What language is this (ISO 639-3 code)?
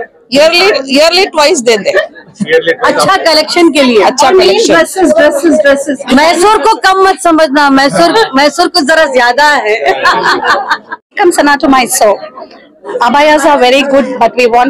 hin